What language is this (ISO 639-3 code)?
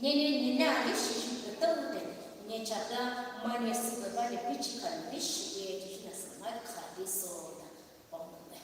pmx